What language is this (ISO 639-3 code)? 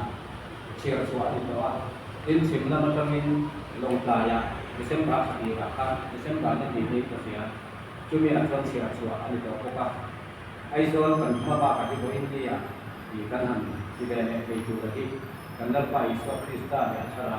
lus